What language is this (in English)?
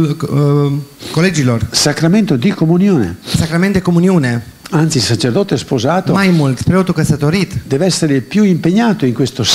Italian